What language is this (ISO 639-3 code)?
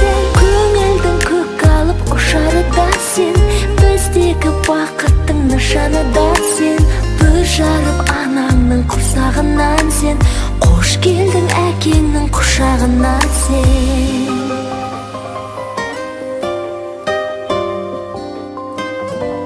kaz